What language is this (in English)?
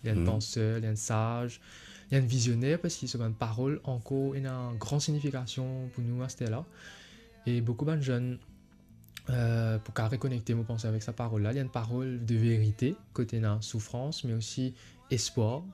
Morisyen